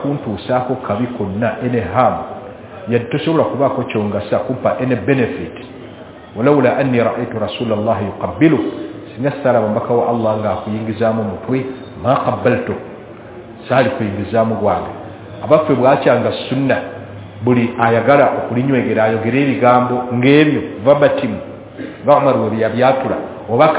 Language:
Ganda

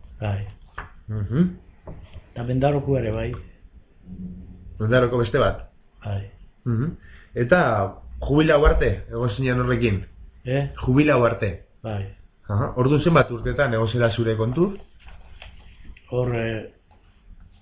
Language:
Basque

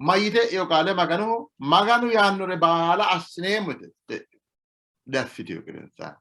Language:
Sidamo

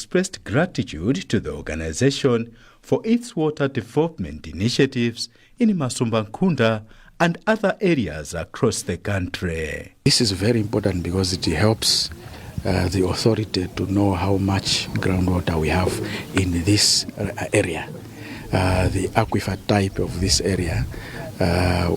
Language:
English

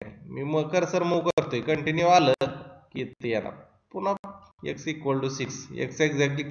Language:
Marathi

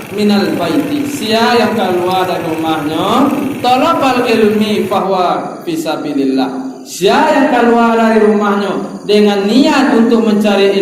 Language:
Minangkabau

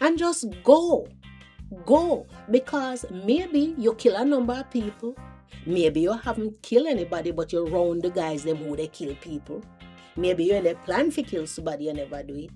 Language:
Jamaican Creole English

